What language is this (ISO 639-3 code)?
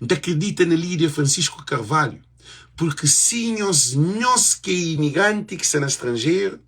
kea